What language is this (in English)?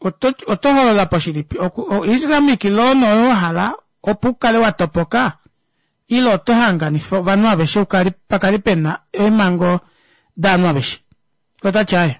Kuanyama